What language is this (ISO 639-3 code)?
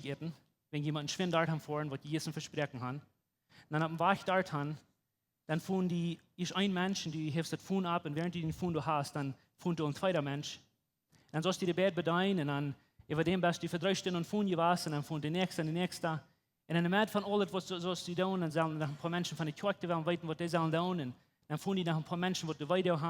pdt